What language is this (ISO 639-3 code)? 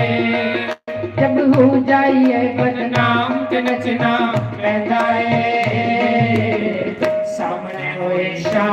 doi